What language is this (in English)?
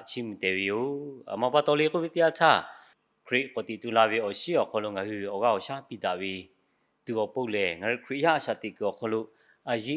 Lahu